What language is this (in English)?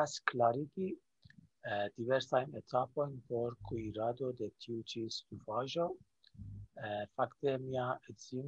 Esperanto